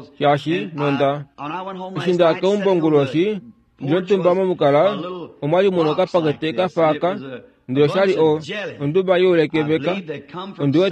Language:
Kuanyama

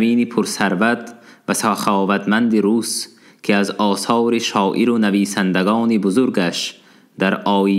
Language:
Tajik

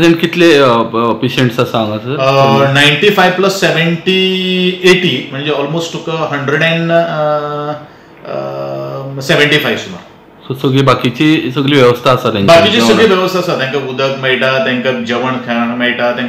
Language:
Konkani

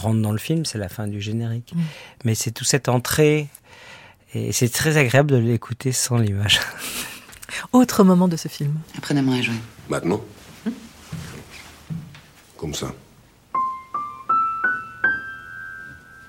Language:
French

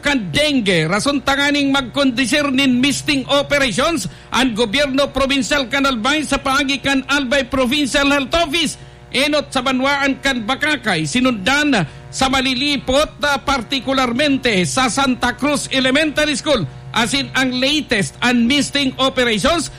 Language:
Bikol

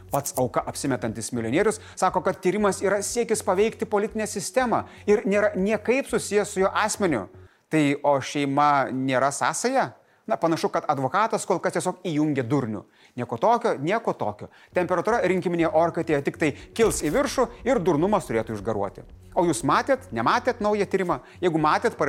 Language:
Lithuanian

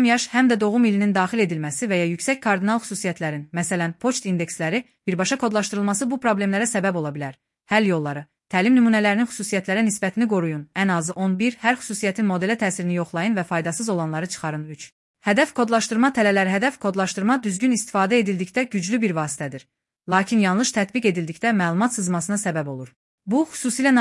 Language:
Azerbaijani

